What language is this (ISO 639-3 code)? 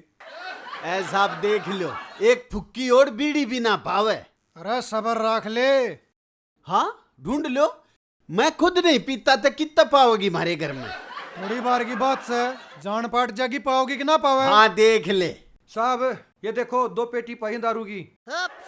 bgc